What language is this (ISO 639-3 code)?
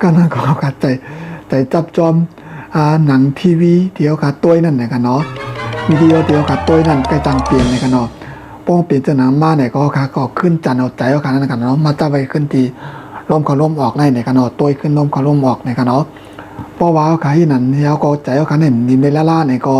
shn